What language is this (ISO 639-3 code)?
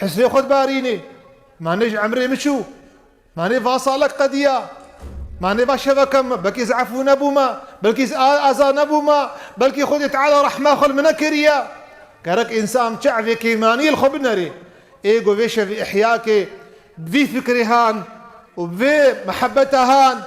kur